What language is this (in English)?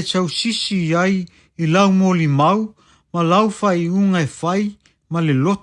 Samoan